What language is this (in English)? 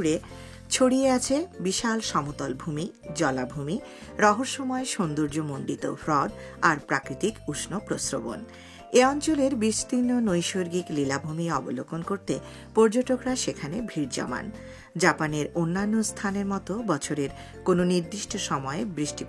Bangla